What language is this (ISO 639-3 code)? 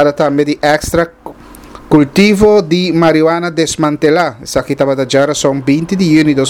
pap